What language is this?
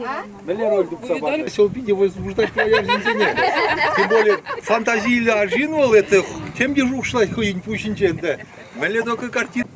Chuvash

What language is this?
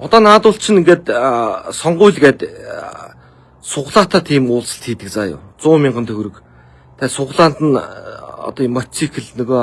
Mongolian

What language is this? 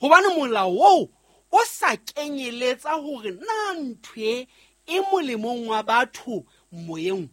Southern Sotho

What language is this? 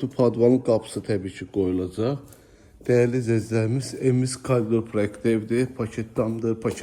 Azerbaijani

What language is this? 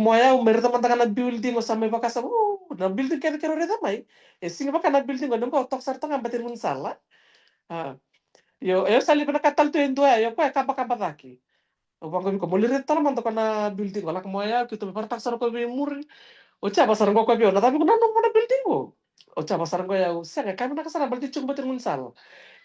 Fijian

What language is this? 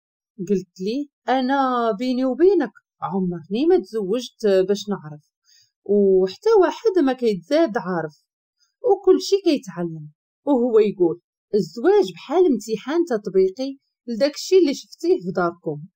Moroccan Arabic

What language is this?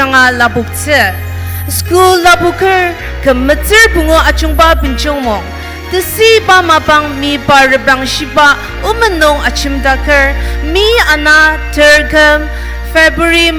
Ao Naga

